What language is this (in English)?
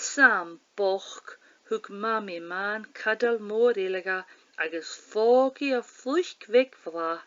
Scottish Gaelic